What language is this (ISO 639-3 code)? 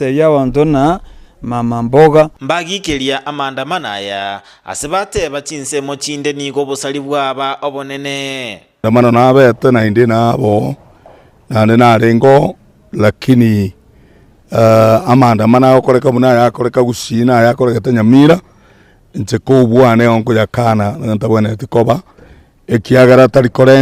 guz